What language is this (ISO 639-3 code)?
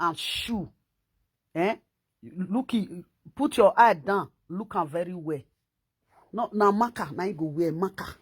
pcm